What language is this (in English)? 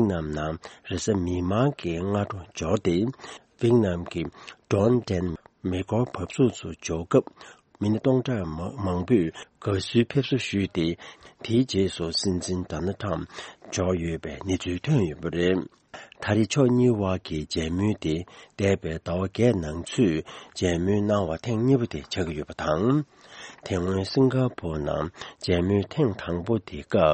Tibetan